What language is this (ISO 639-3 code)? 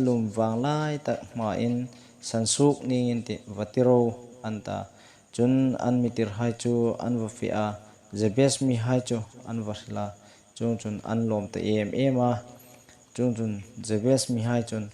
hmr